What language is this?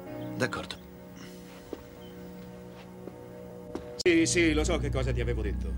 Italian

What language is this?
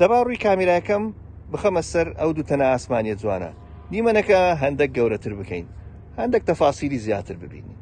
Central Kurdish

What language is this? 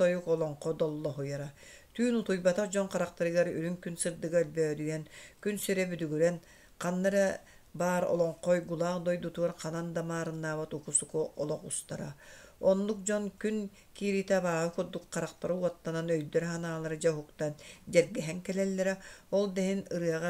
Yakut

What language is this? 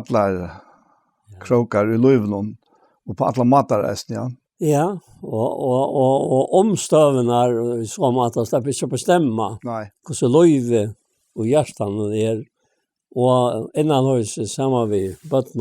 Faroese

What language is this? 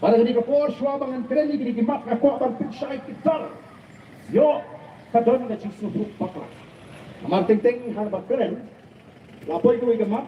Khasi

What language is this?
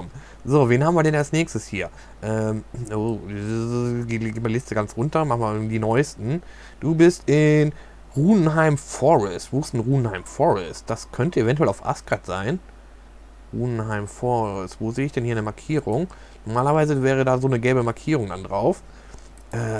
German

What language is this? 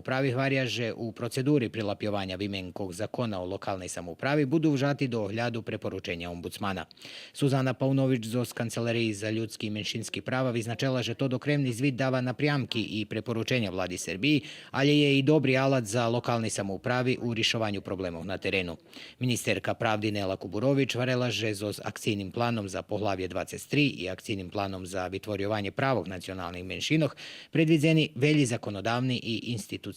Rusyn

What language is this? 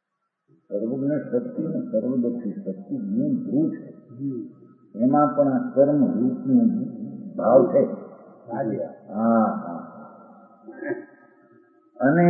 Gujarati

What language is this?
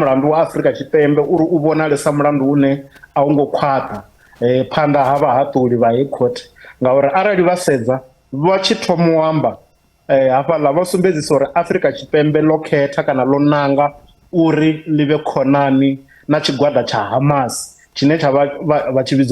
Venda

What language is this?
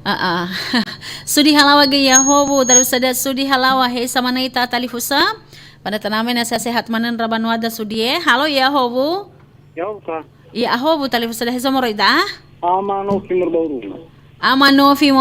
Nias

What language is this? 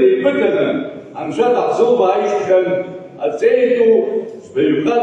Abkhazian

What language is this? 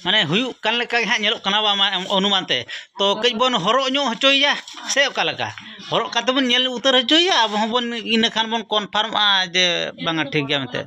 Santali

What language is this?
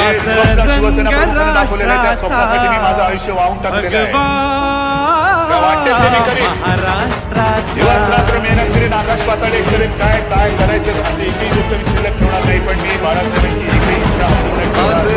Marathi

